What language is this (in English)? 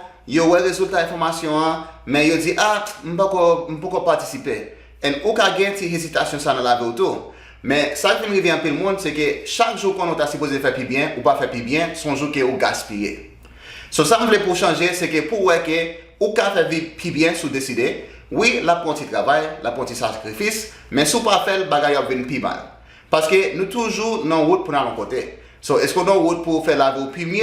Haitian Creole